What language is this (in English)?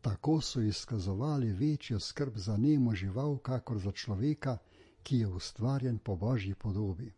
Slovenian